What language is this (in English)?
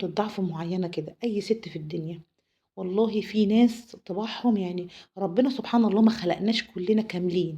Egyptian Arabic